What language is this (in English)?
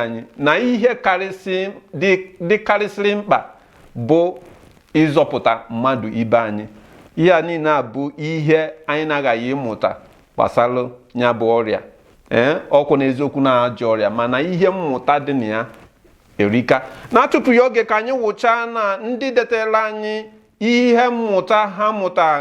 Igbo